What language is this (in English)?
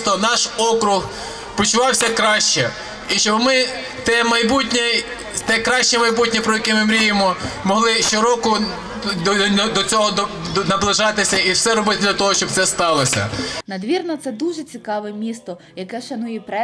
Ukrainian